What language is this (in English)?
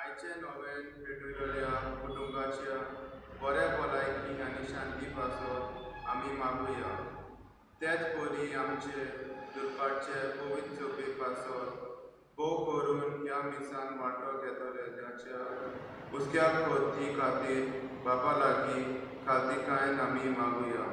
Konkani